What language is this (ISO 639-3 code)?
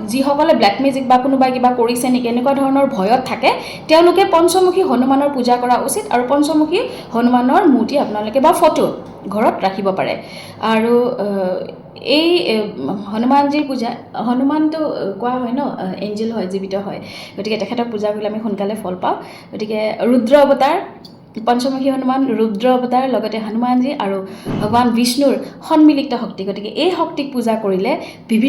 asm